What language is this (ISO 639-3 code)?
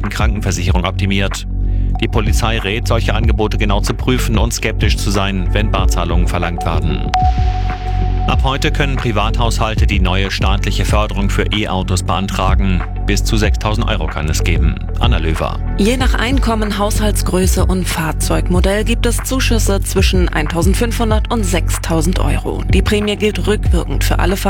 deu